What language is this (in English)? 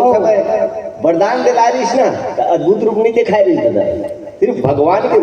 Chhattisgarhi